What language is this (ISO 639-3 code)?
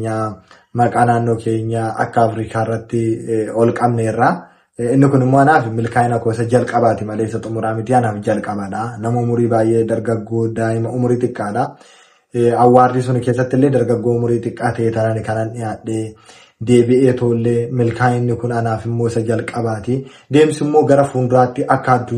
orm